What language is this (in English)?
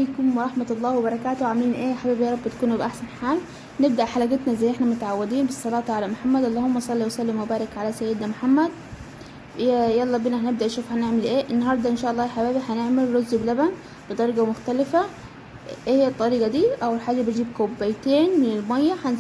Egyptian Arabic